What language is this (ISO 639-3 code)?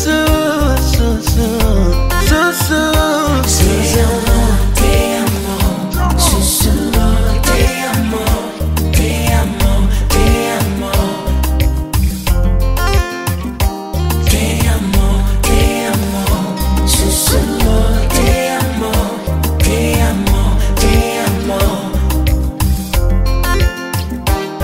swa